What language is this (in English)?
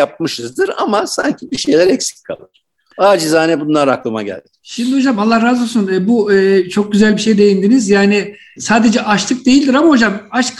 Turkish